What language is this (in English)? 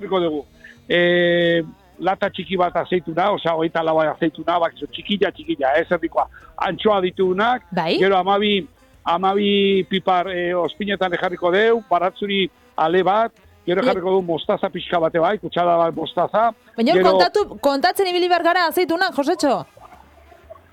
Basque